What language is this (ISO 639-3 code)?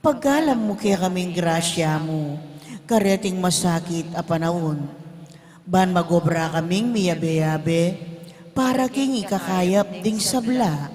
pam